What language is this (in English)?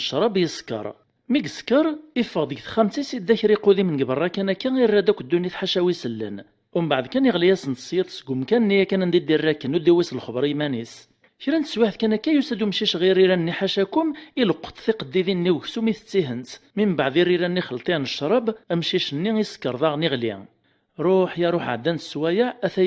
Kabyle